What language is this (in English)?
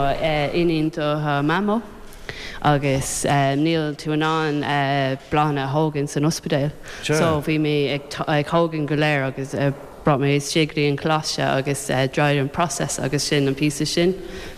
Irish